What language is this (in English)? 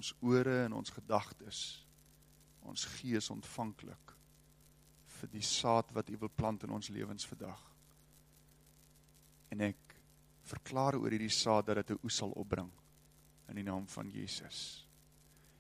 Afrikaans